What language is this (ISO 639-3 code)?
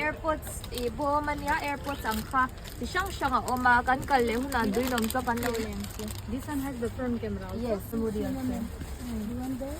lus